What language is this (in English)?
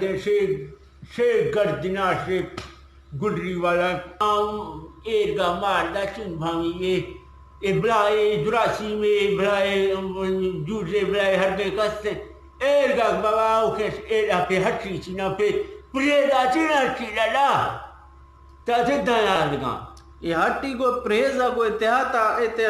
Eastern Balochi